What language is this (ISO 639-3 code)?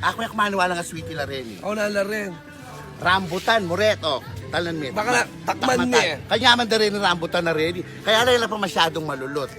pam